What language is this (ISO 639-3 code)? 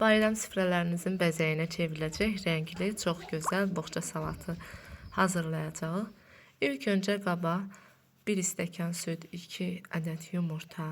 aze